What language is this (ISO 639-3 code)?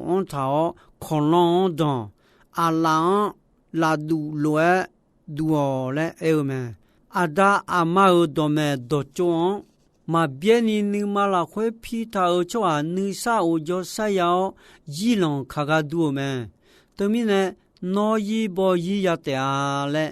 ahk